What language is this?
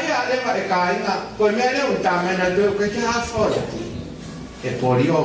Tongan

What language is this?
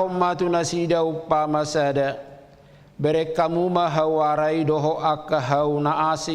Batak Toba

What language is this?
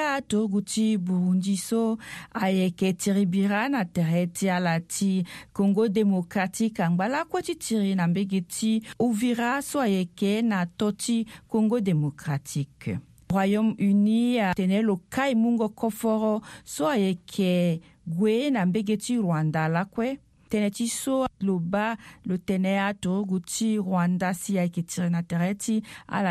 Sango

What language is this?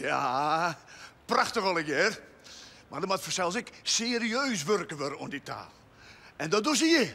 Western Frisian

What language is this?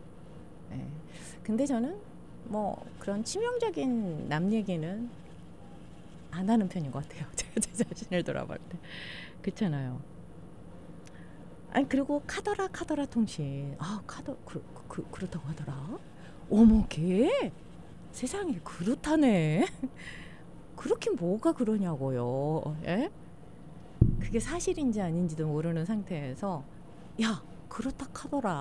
Korean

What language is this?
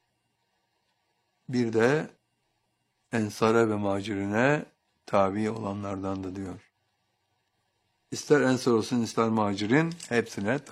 Turkish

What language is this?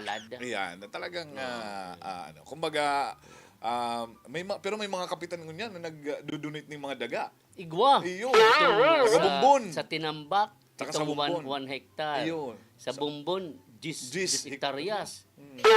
Bikol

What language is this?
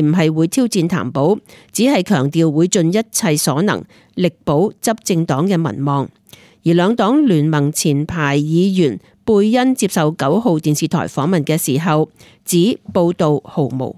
Cantonese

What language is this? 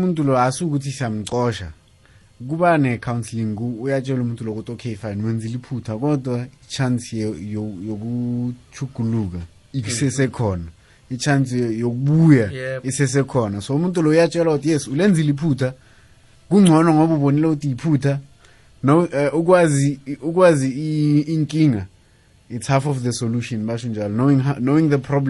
South Ndebele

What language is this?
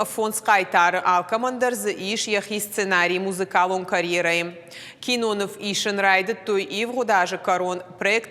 Ossetic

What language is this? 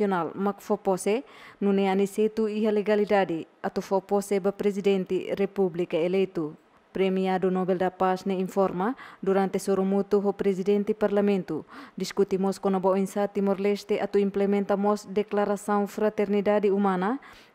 Tetum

